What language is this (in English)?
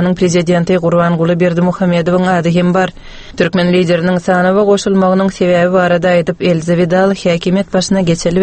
Turkmen